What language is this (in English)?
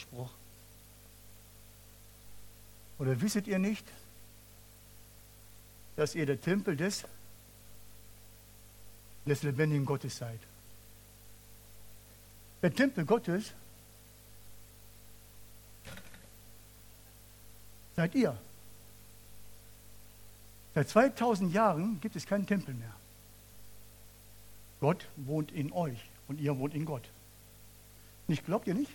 German